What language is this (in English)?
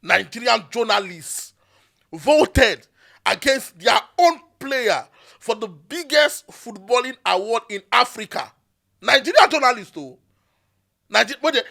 Nigerian Pidgin